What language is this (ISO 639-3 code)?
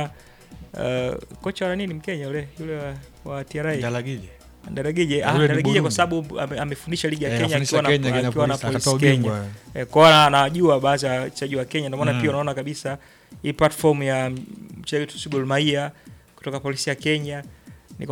swa